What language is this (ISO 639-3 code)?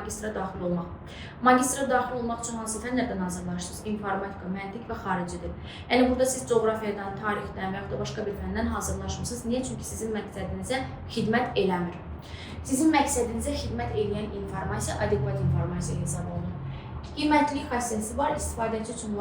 aze